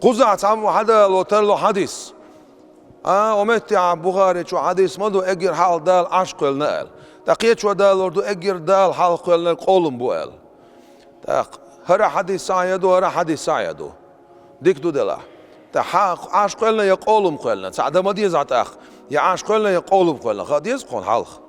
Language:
Chechen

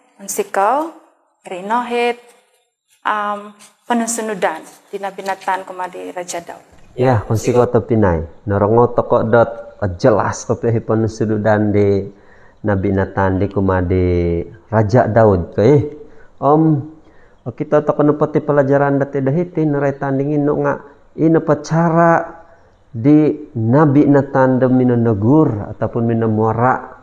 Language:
Central Dusun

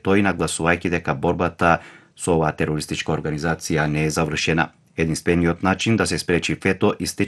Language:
Macedonian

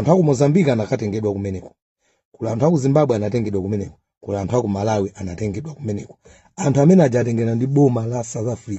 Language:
Nyanja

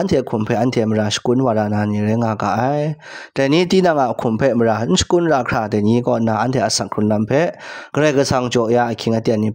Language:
Kachin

